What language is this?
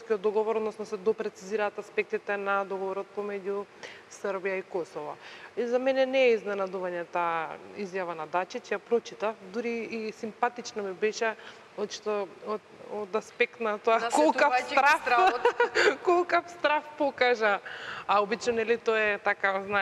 Macedonian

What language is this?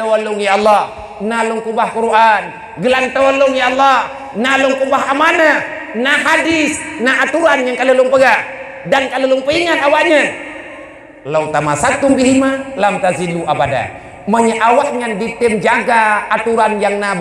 Achinese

